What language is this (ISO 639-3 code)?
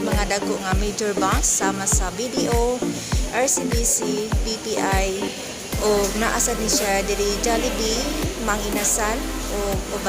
ceb